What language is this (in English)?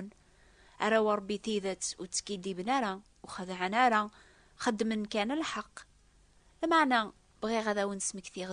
Kabyle